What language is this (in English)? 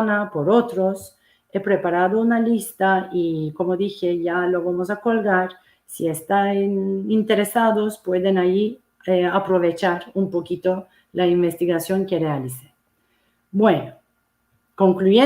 Ladino